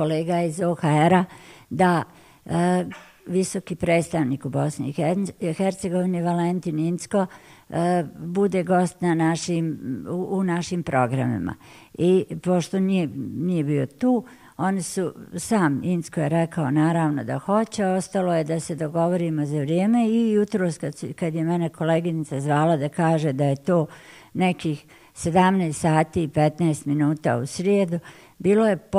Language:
Bosnian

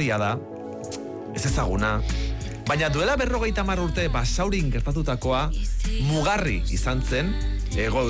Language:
Basque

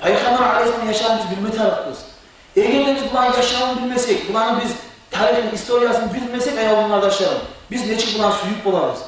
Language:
Kumyk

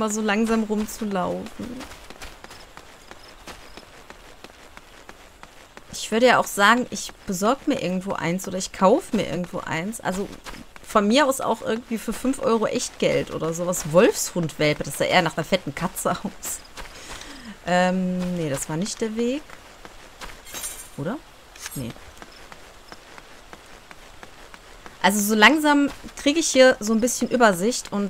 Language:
German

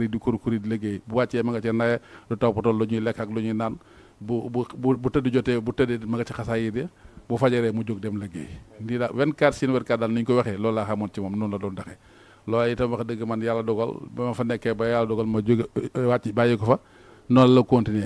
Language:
Wolof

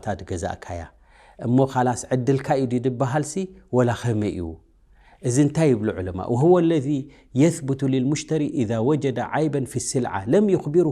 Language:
Tigrinya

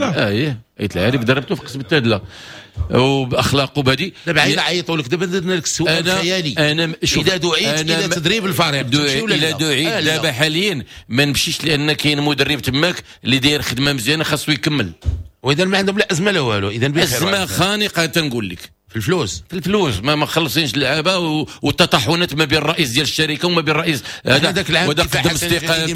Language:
Moroccan Arabic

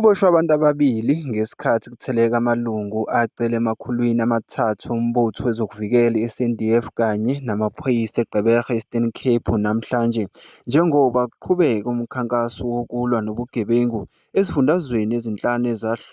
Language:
Zulu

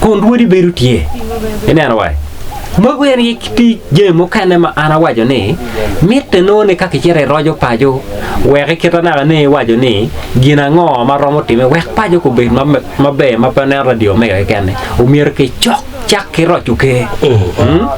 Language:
Acoli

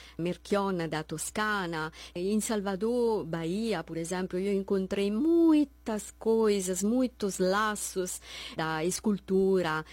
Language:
Portuguese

